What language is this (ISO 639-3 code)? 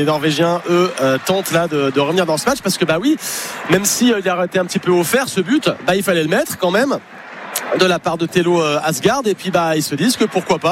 fra